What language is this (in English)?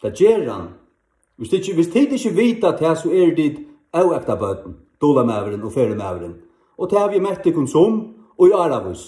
Faroese